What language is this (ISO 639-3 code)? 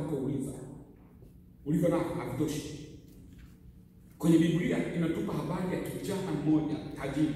swa